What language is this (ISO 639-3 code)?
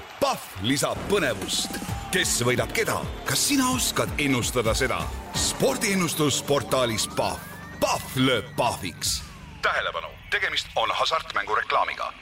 est